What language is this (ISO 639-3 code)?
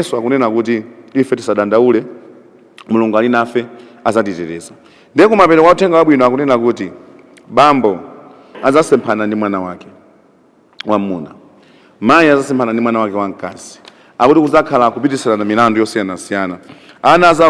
nya